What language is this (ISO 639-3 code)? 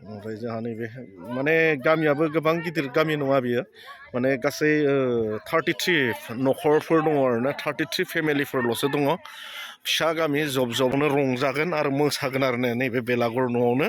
brx